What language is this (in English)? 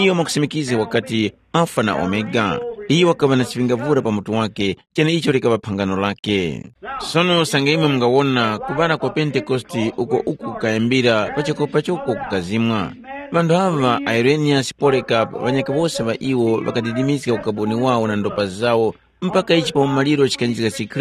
Tumbuka